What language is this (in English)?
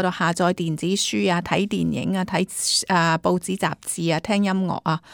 Cantonese